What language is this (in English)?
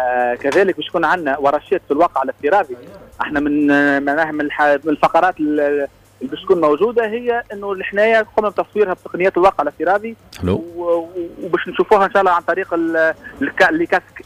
Tunisian Arabic